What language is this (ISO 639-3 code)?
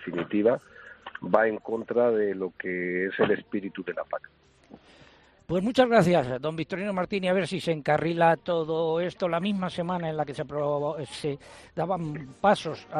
spa